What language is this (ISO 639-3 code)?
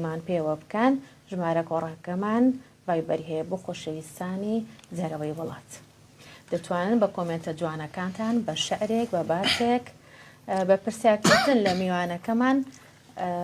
ckb